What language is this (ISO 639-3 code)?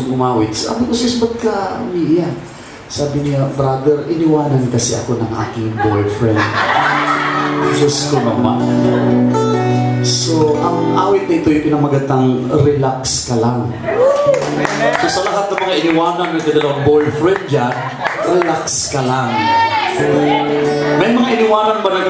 fil